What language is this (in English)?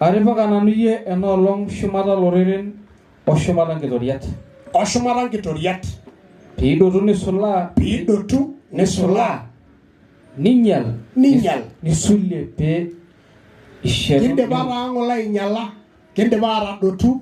Masai